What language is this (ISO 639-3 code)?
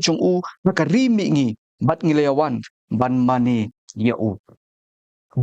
kha